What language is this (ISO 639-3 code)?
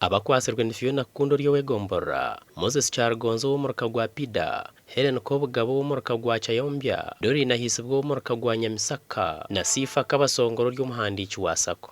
nyn